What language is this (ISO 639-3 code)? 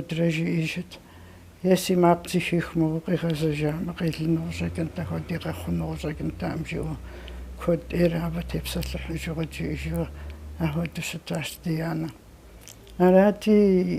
kbd